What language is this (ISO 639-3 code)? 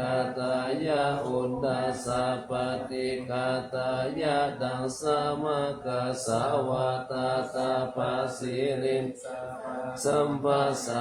pli